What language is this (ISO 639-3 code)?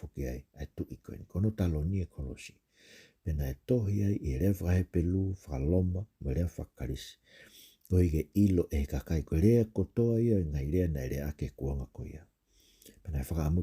ton